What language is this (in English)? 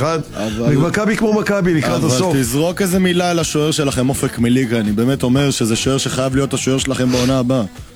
Hebrew